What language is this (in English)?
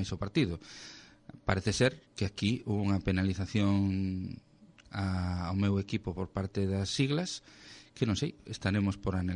Galician